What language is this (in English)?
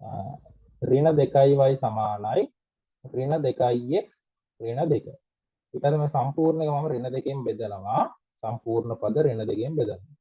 Sinhala